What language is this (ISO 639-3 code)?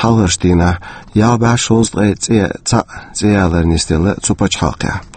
che